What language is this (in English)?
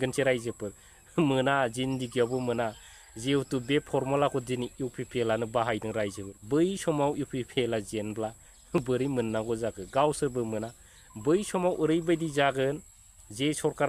Bodo